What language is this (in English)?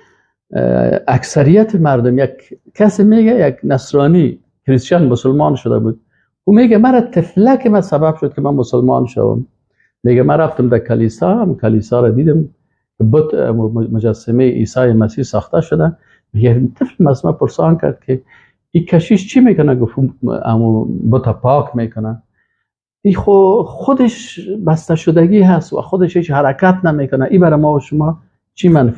Persian